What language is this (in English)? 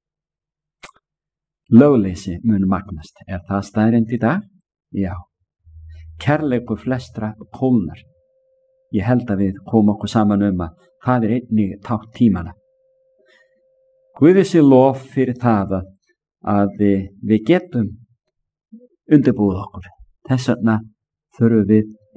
Icelandic